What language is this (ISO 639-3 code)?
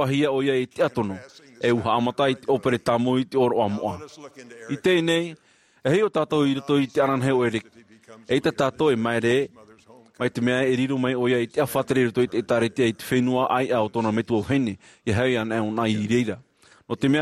tah